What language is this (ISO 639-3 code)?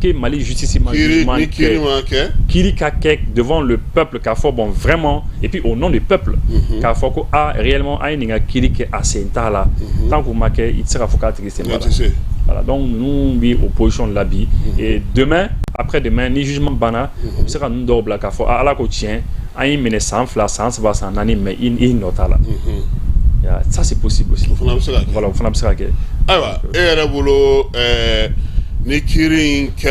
bam